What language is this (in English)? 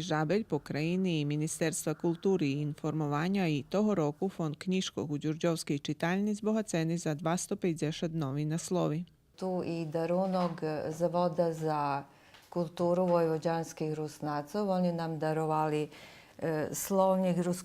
Rusyn